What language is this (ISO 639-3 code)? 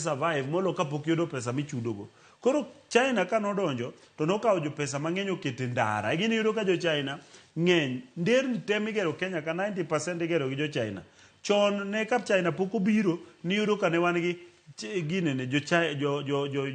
luo